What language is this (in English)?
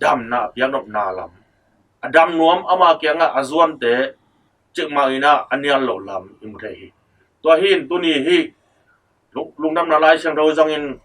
Tedim Chin